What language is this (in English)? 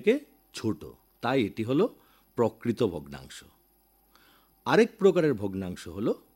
Bangla